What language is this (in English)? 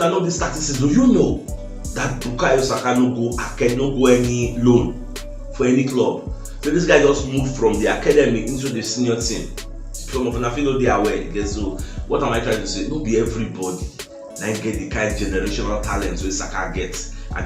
Nigerian Pidgin